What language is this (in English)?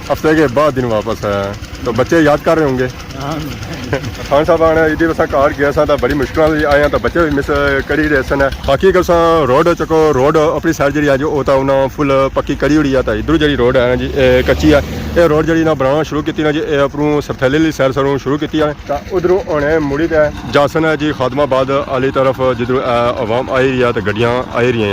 Pahari-Potwari